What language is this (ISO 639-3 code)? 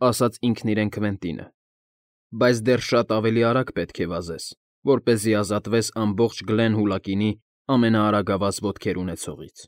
hye